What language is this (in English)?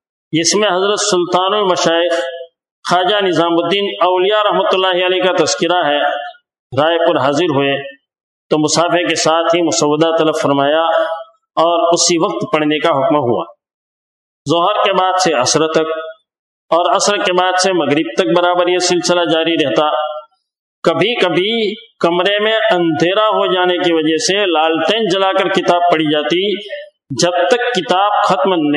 Urdu